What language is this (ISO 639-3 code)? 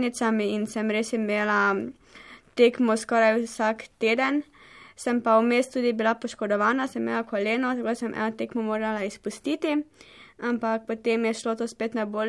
slv